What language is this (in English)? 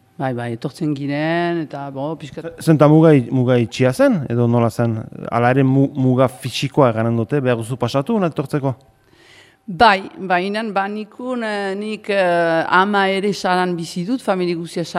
Basque